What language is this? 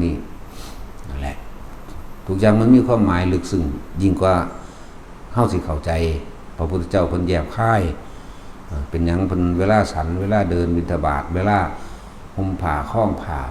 Northeastern Thai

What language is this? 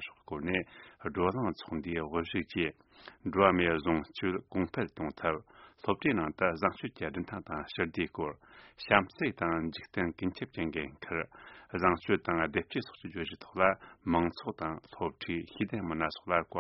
Tibetan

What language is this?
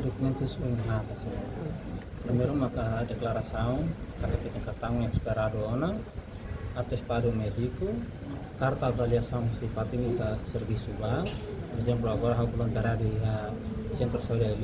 Tetum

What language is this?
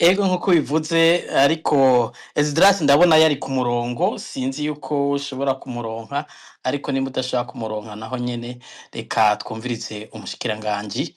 Rundi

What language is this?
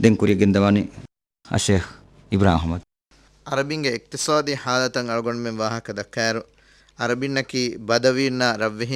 Divehi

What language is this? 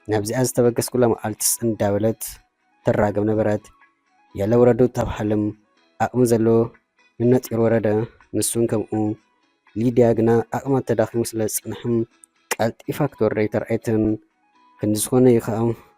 Tigrinya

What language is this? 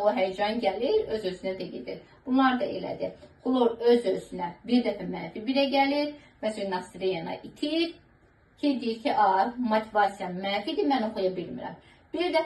Azerbaijani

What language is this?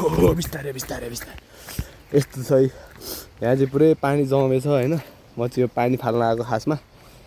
Nepali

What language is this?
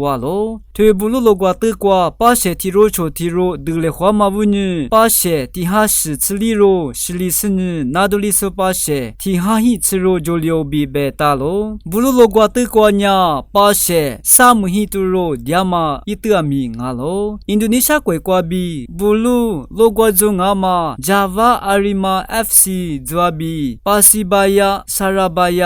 Lisu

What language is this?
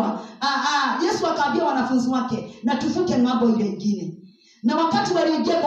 Swahili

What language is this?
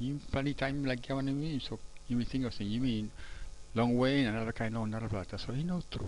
Tok Pisin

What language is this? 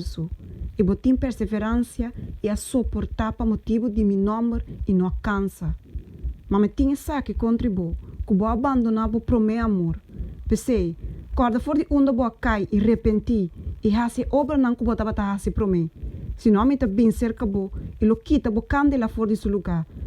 Papiamento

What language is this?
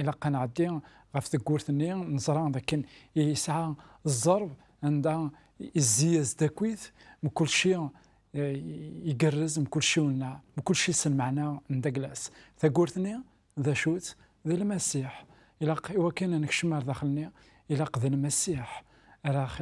Kabyle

